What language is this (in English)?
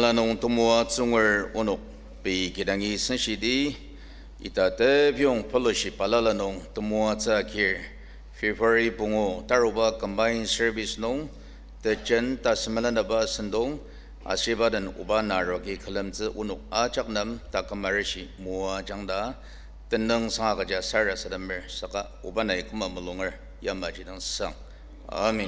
Ao Naga